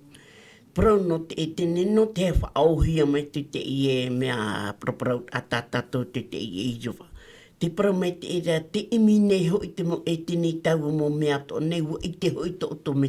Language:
Tahitian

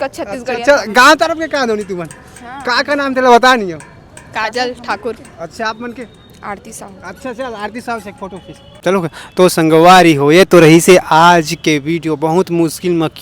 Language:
Chhattisgarhi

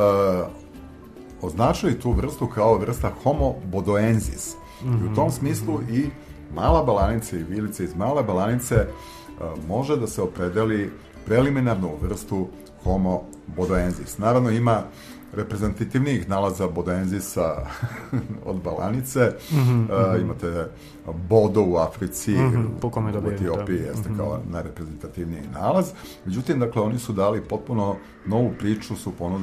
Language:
Serbian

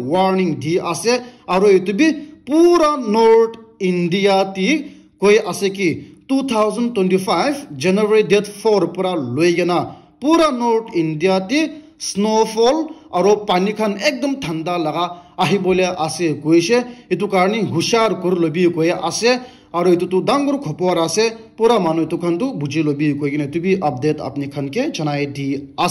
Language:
Naga Pidgin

